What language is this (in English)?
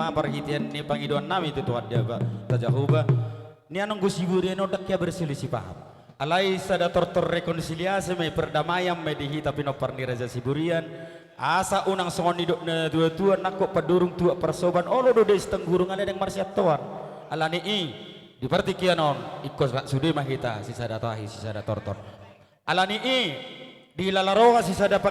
Batak Toba